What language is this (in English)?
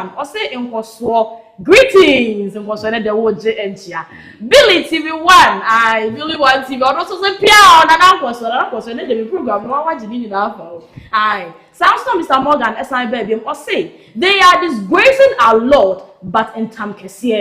Akan